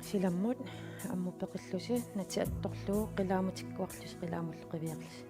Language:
Kalaallisut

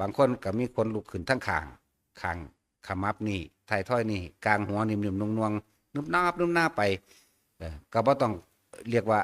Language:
Northeastern Thai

